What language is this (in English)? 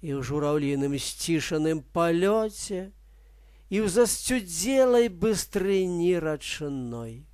Belarusian